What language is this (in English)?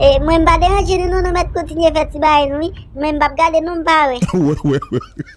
Haitian Creole